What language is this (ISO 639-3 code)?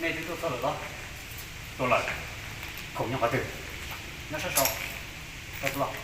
hmn